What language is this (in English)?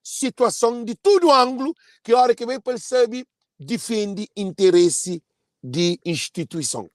Kabuverdianu